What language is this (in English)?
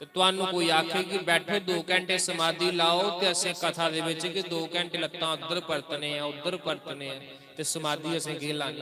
Dogri